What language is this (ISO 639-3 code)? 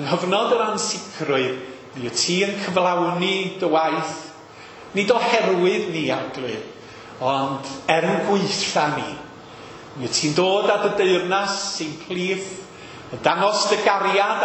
cym